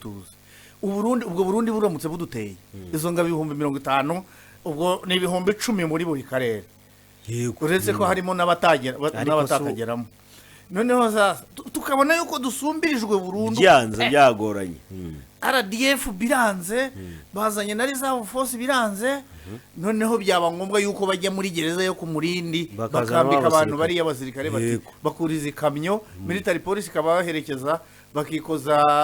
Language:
Kinyarwanda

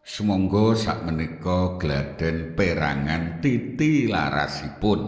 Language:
Javanese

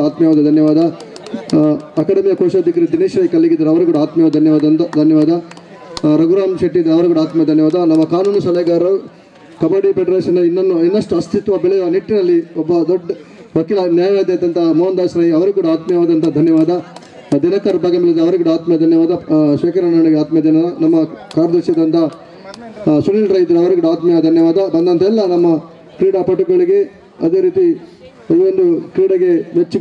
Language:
Kannada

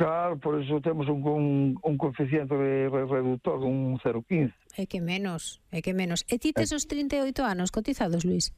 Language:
Galician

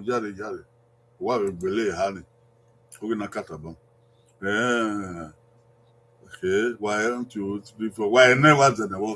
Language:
Bini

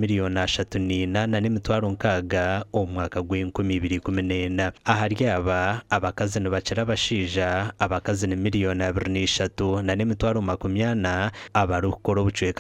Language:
Nyankole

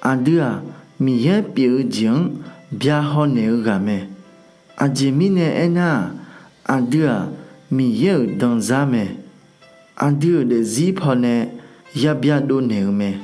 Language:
Akha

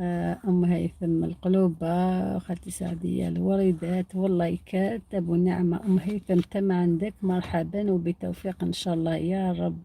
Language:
Algerian Arabic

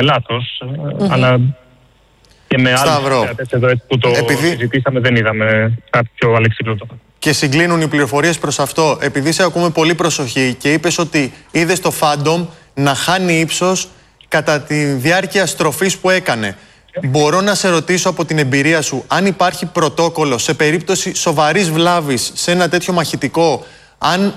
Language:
Greek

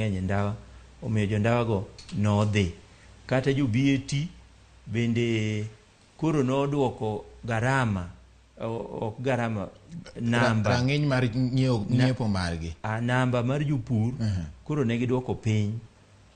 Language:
Luo (Kenya and Tanzania)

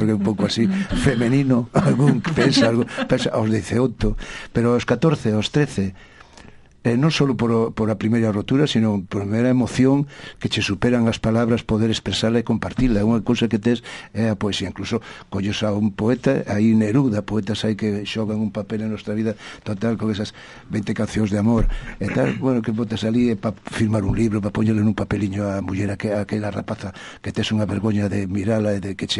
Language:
Galician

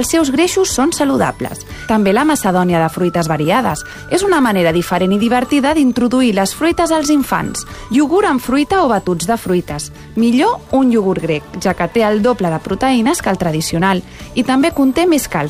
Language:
Catalan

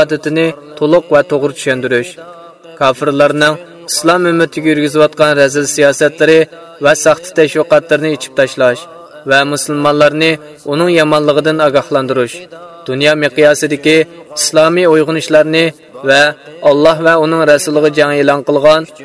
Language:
Uyghur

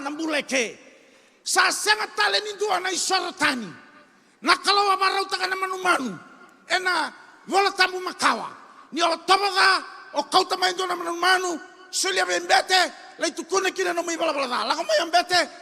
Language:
Fijian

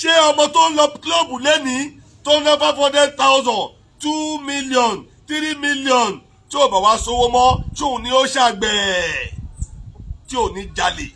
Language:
Yoruba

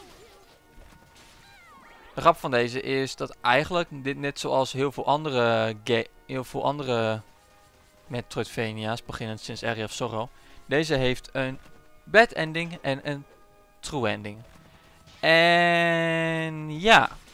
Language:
Dutch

